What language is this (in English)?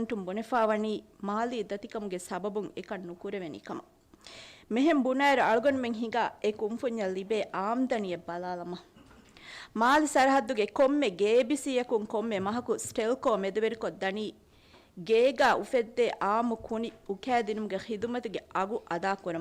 Divehi